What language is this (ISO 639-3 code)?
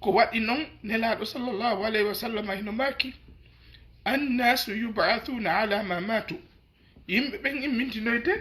ful